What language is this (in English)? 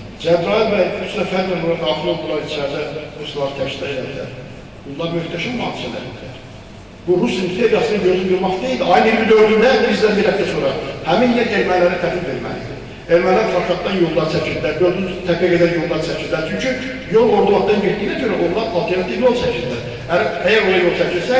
Azerbaijani